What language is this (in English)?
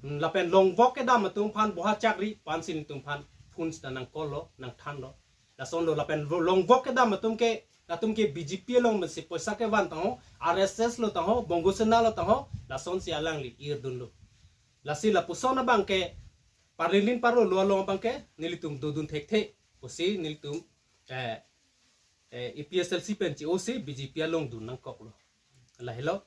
Karbi